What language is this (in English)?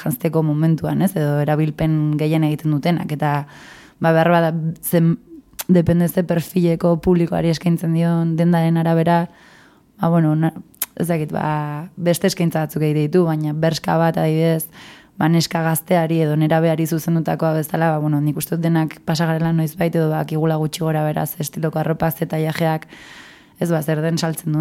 Basque